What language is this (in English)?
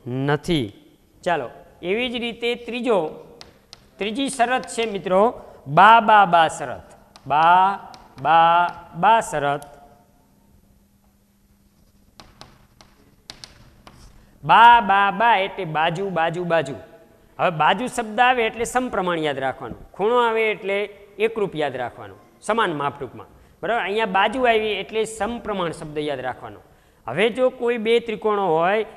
Gujarati